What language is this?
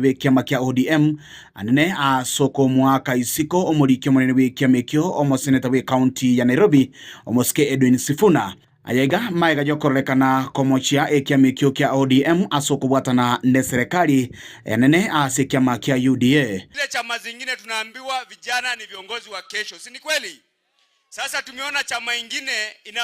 Gusii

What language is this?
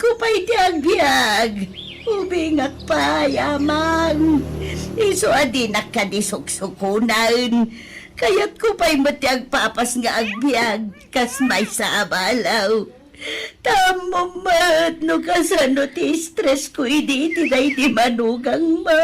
Iloko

